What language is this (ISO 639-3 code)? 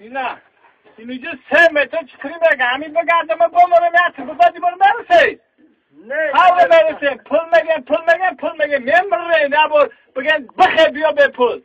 tgk